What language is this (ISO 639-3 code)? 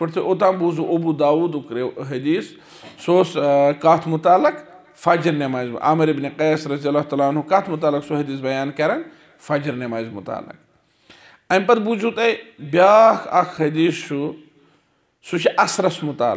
kas